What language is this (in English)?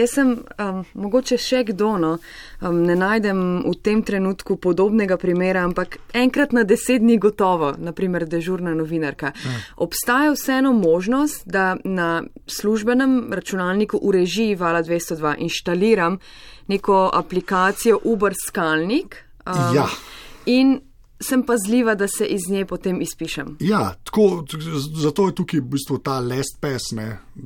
Slovenian